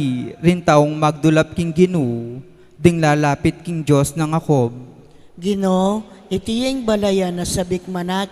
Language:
Pampanga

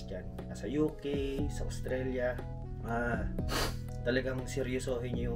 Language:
Filipino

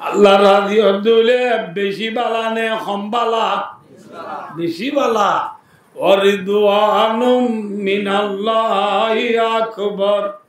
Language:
Rohingya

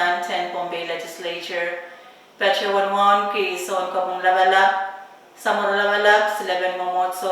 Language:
Pohnpeian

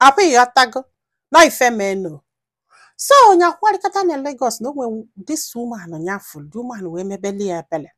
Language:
Igbo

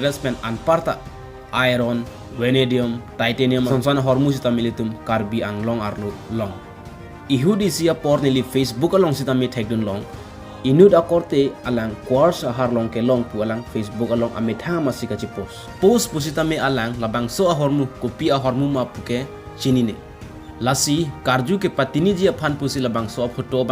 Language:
Karbi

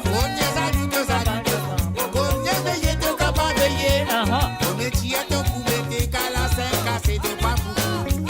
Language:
Morisyen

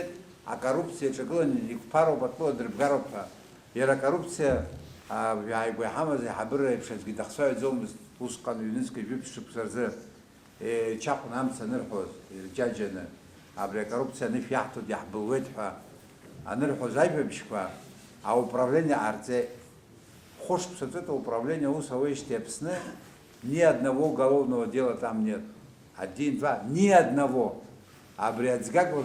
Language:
Abkhazian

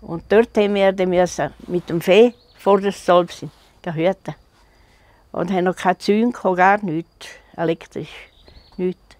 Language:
Swiss German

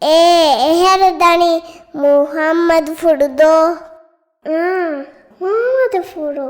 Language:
Divehi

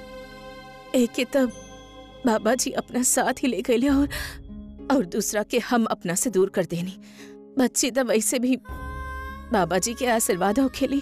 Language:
Bhojpuri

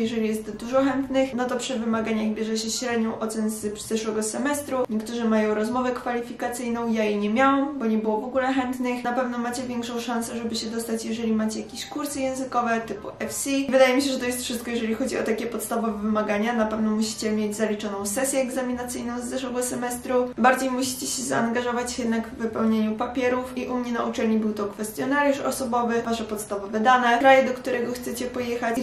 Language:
Polish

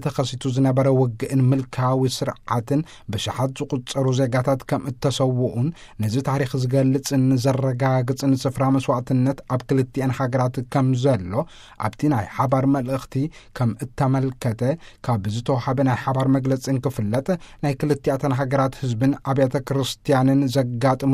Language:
Tigrinya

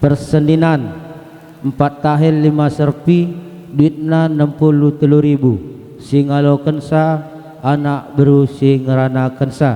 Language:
Batak Karo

